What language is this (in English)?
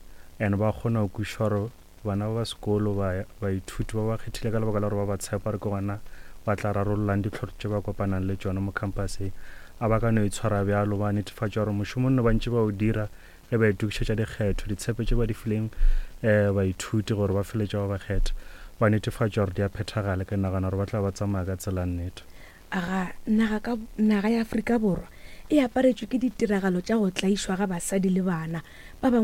Northern Sotho